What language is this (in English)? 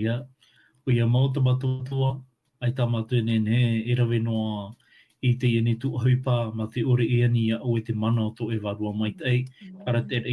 Tahitian